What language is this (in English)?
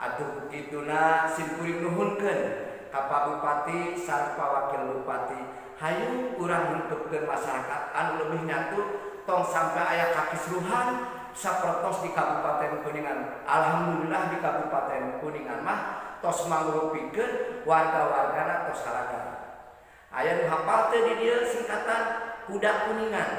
Sundanese